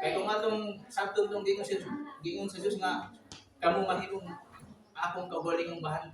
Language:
Cebuano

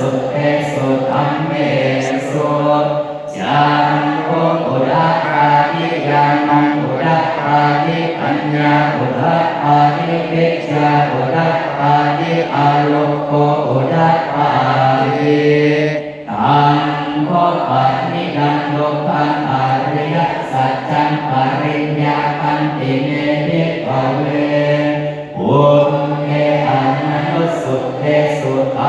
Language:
Pali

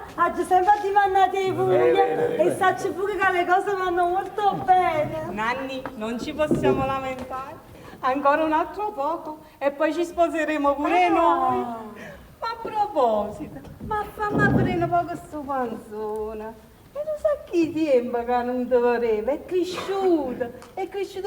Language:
Neapolitan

